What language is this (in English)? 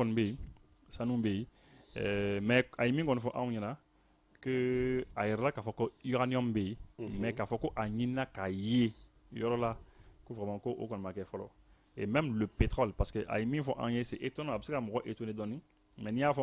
Bambara